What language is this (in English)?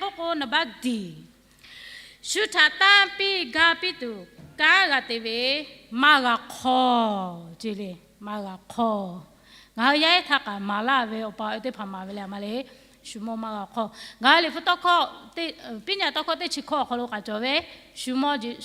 Lahu